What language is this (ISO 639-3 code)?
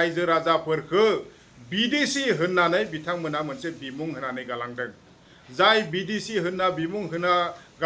brx